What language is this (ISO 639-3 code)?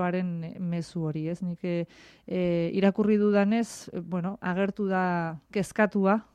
eus